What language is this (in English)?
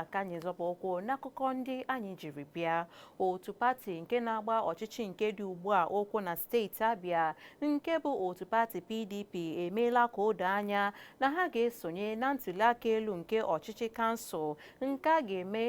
Igbo